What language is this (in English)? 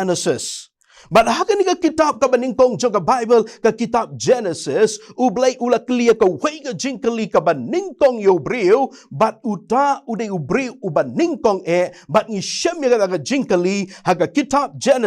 Khasi